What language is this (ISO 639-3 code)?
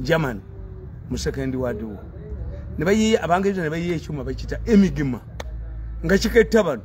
lug